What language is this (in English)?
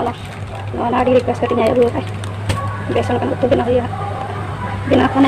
Santali